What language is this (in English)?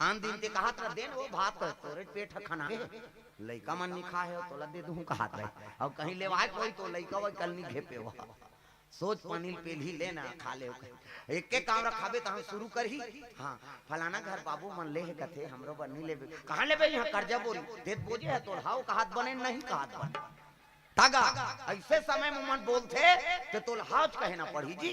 Chhattisgarhi